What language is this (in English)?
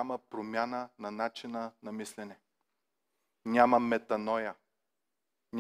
Bulgarian